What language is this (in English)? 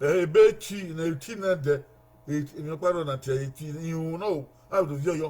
Bini